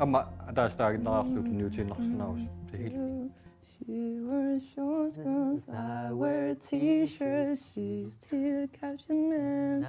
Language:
Kalaallisut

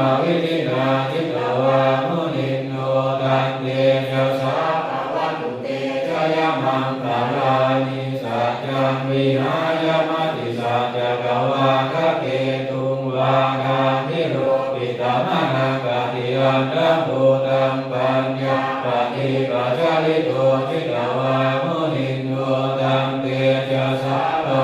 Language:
Pali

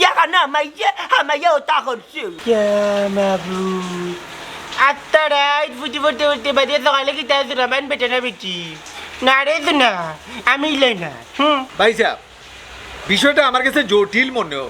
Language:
Sylheti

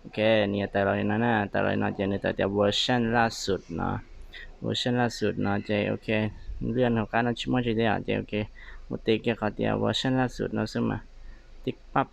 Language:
Hmong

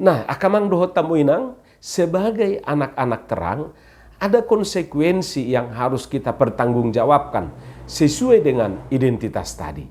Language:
Batak Toba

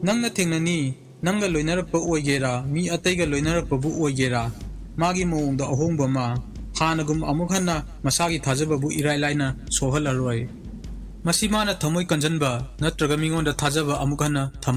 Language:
Manipuri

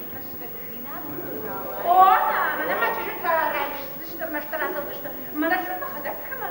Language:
Ossetic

